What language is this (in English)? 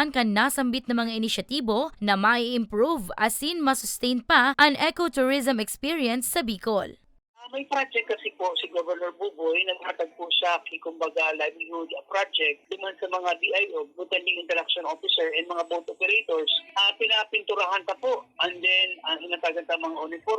Bikol